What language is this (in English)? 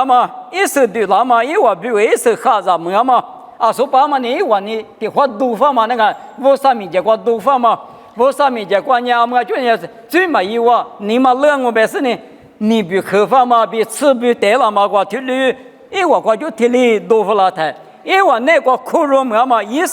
Lisu